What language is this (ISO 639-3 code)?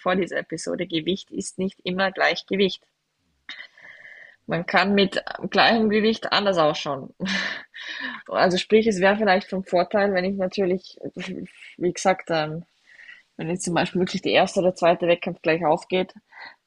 deu